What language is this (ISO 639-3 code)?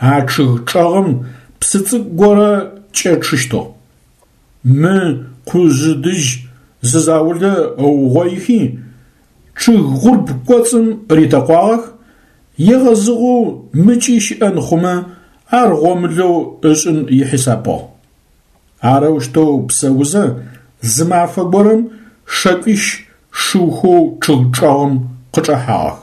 ady